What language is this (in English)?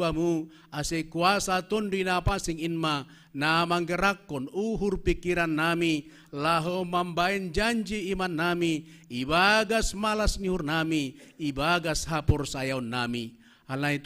Batak Simalungun